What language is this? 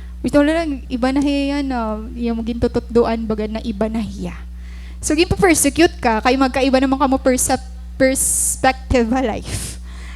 Waray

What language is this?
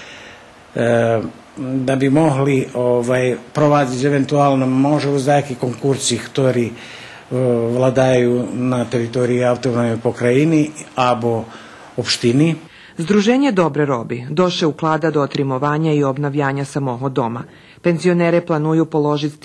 Rusyn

